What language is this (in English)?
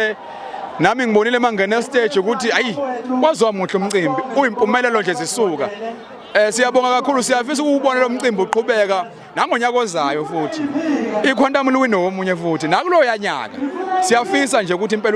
Zulu